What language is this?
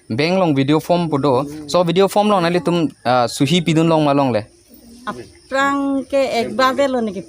Karbi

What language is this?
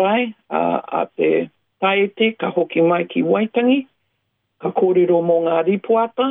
Māori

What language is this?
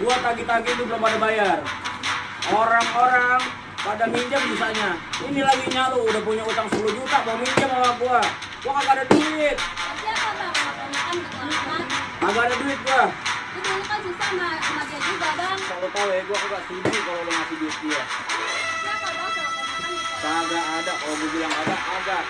Betawi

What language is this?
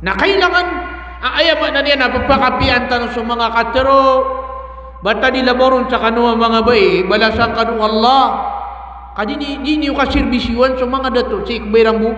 Maranao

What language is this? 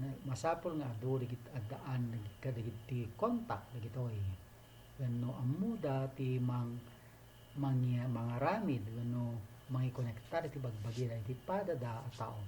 Iloko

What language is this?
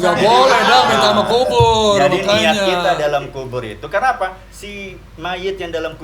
Betawi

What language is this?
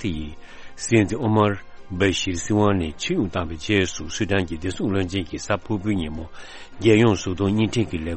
Tibetan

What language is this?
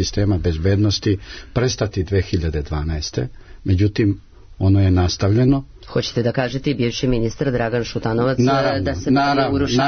Serbian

